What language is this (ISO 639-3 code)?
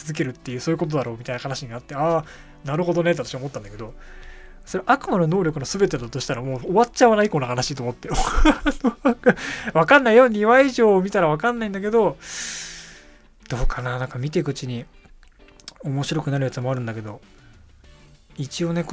jpn